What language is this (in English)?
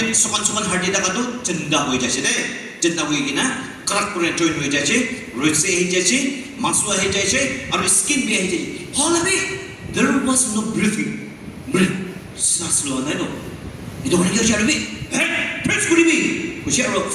Naga Pidgin